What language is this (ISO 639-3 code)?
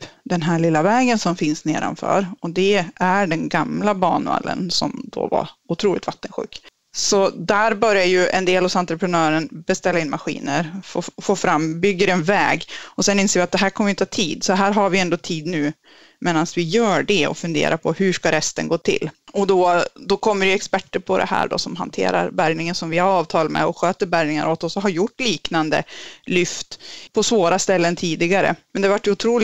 swe